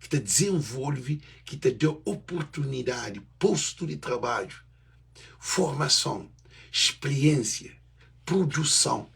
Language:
Kabuverdianu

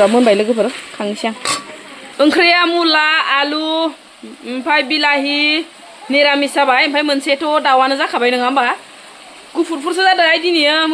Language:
Bodo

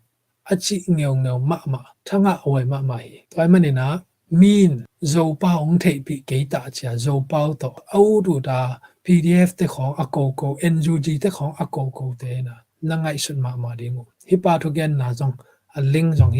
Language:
Tedim Chin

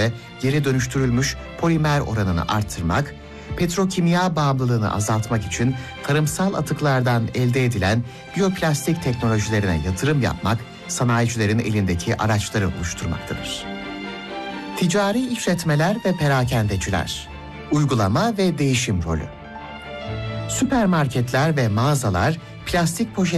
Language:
Turkish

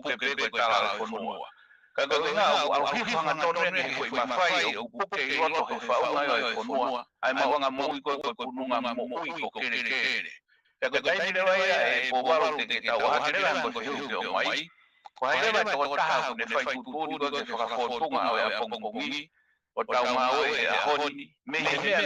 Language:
Tongan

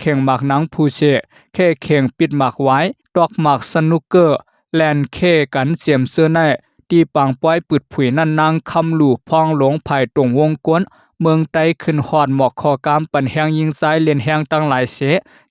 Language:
Shan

